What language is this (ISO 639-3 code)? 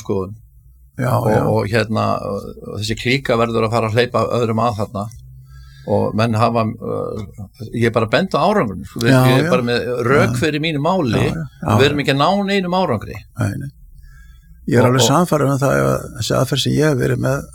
isl